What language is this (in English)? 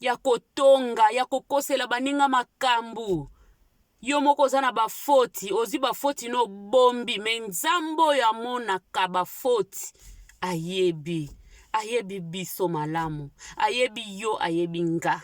Lingala